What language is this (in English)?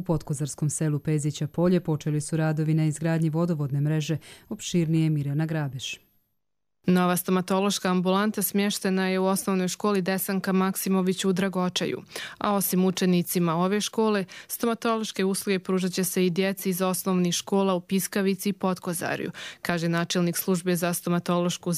Croatian